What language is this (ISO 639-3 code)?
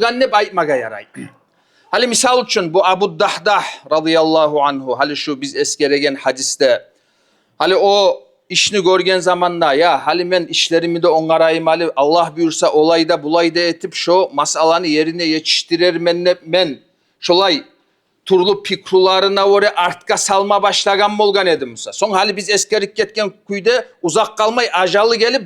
kum